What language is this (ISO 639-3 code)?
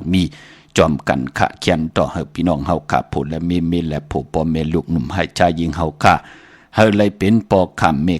shn